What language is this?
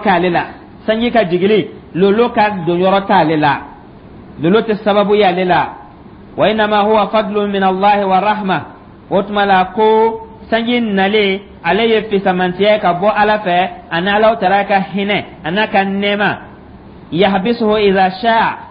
Dyula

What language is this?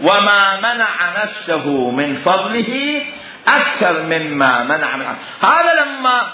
Mesopotamian Arabic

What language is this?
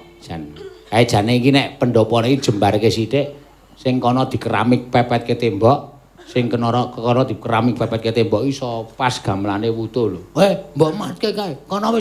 Javanese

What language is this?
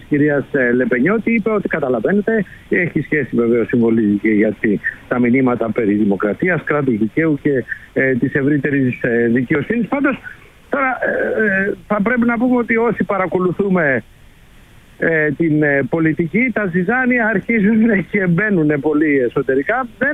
Greek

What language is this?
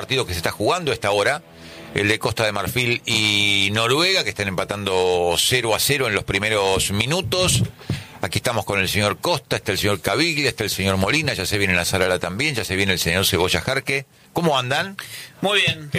Spanish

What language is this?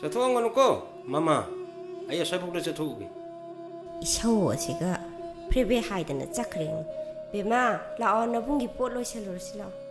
Manipuri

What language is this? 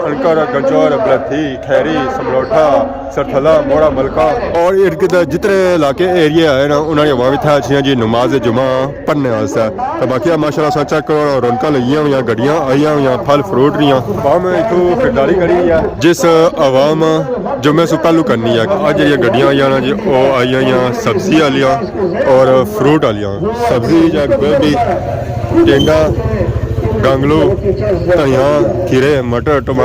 Pahari-Potwari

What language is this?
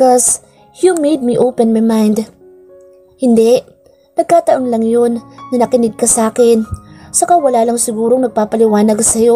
Filipino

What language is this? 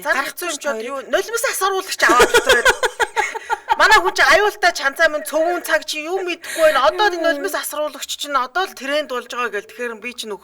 Mongolian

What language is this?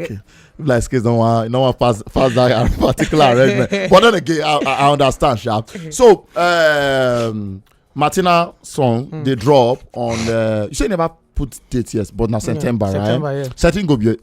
Nigerian Pidgin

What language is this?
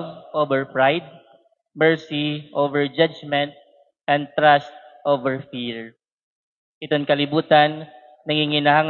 Waray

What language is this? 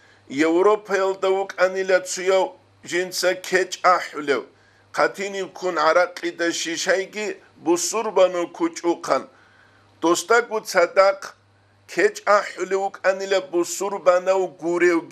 Avaric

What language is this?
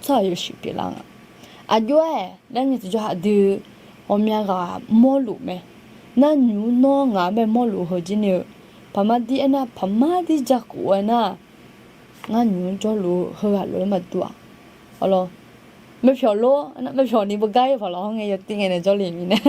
Akha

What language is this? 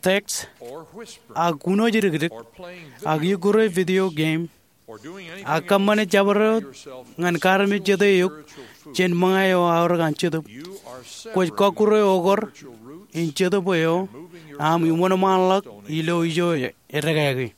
Marshallese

